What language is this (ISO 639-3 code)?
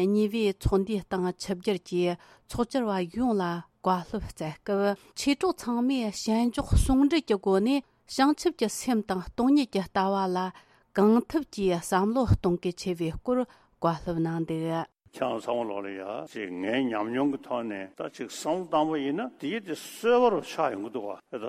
bod